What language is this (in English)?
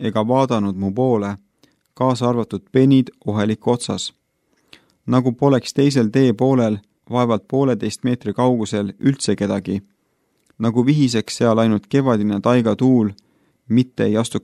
Estonian